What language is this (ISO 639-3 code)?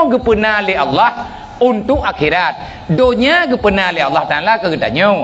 ace